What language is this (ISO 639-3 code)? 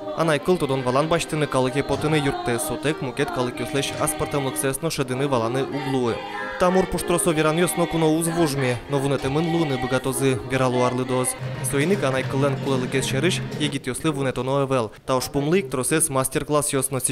udm